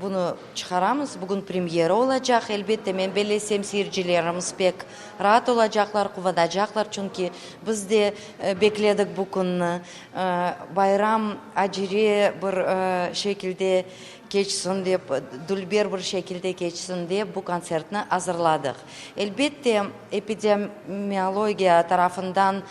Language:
Crimean Tatar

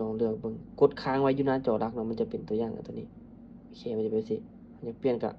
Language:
Lao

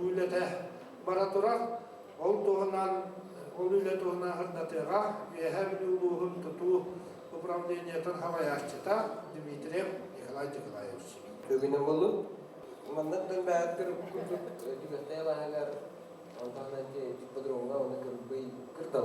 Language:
Yakut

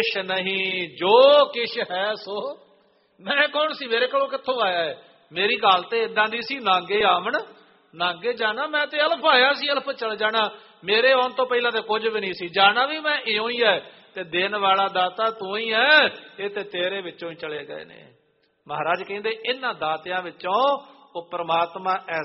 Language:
Punjabi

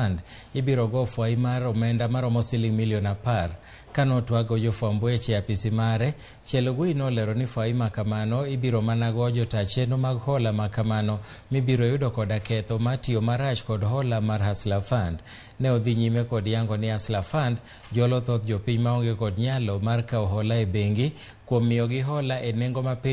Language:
Luo (Kenya and Tanzania)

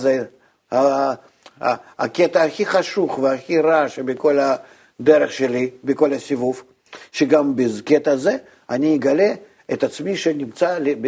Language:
Hebrew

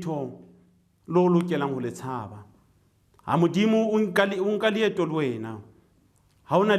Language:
Southern Sotho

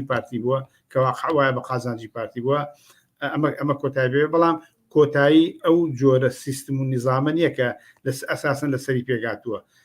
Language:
Central Kurdish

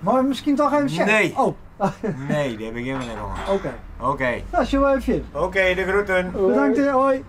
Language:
Western Frisian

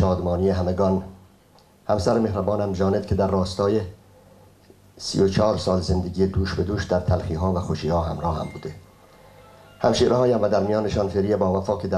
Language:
Persian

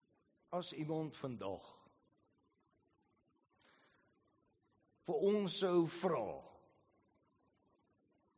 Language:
Afrikaans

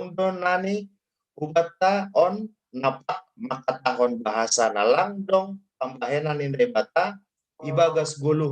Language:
Batak Simalungun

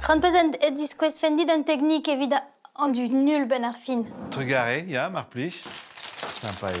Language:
Breton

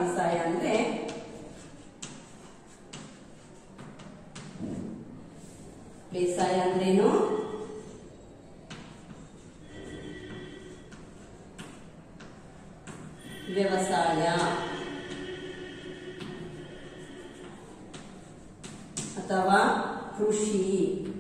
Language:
Kannada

